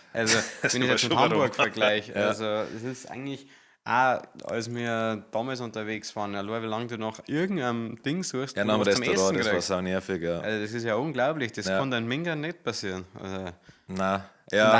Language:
Bavarian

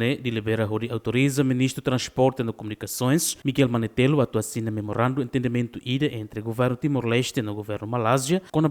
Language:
Tetum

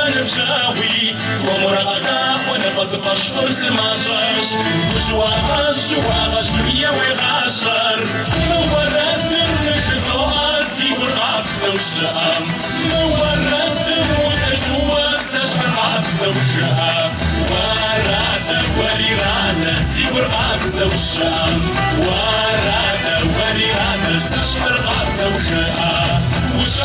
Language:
Kabardian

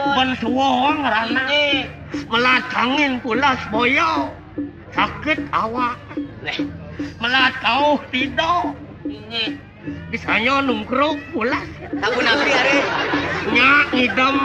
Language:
Balinese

